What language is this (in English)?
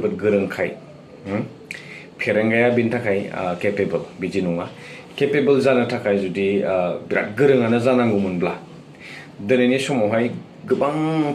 Bodo